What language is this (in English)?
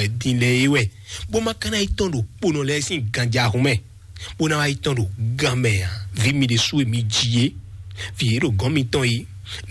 Fon